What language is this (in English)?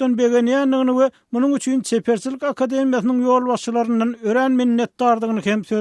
Turkmen